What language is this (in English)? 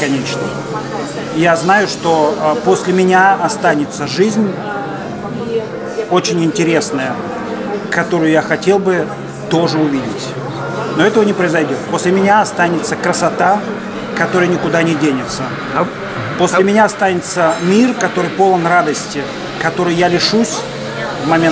Russian